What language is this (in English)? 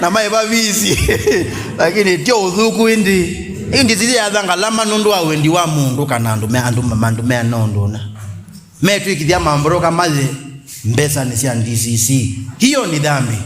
Kamba